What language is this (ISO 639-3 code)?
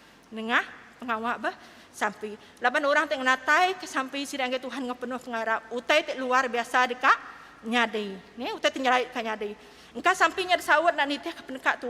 iba